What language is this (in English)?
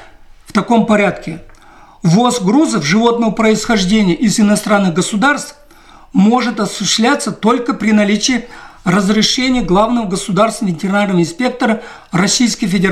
Russian